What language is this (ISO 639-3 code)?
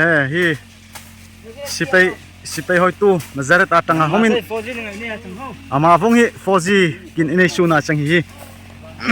dln